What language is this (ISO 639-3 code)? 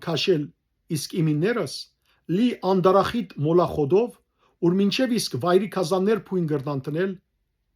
hyw